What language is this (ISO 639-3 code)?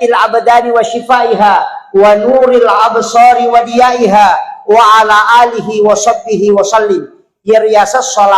bug